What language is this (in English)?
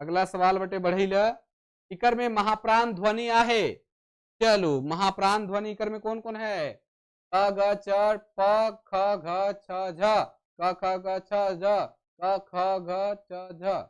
Sadri